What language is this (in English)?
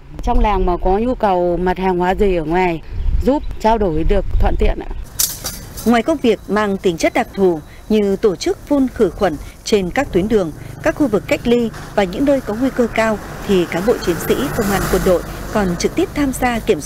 Vietnamese